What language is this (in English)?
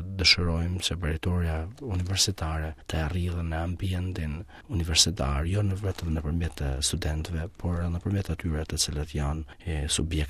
Albanian